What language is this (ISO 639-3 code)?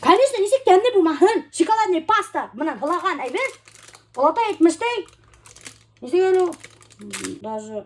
bak